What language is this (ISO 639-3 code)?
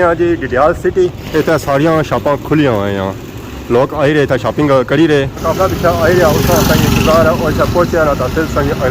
phr